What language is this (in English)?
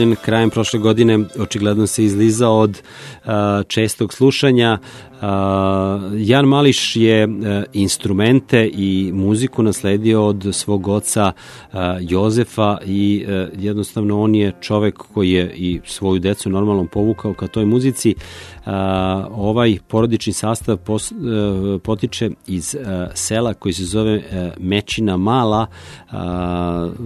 Serbian